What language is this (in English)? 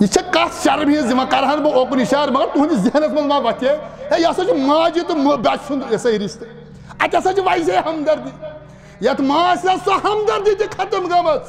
Kashmiri